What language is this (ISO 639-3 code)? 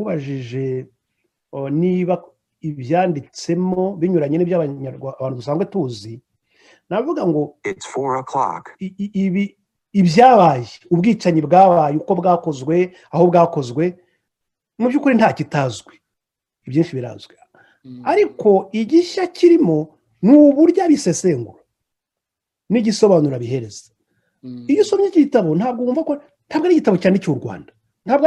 kin